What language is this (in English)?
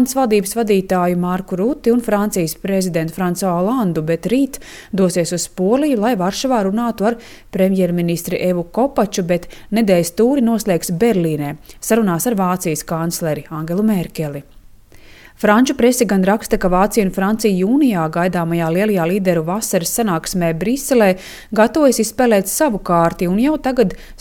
Latvian